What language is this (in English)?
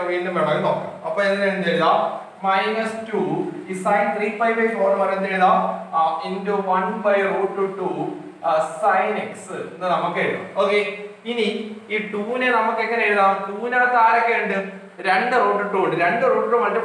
Malayalam